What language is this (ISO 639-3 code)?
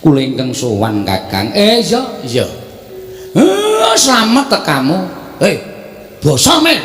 jav